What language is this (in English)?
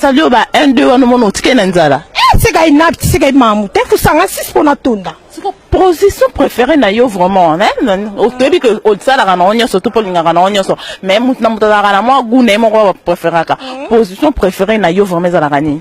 Lingala